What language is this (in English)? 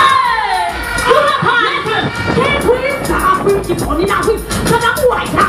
Jamaican Creole English